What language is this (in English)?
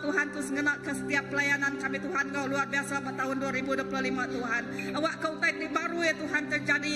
Iban